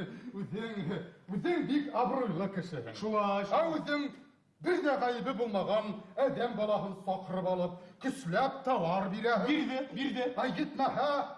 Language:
Bashkir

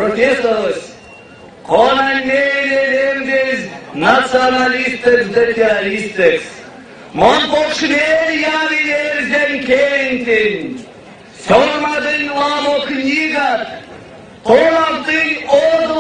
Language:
Erzya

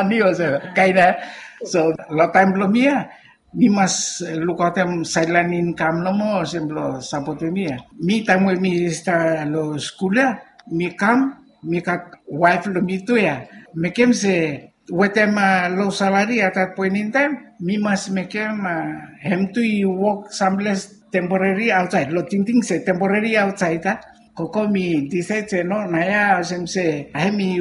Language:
Bislama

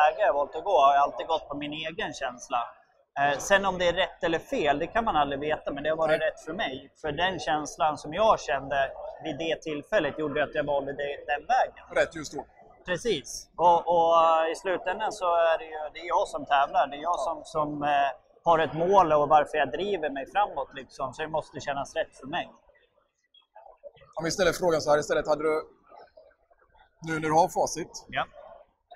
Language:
Swedish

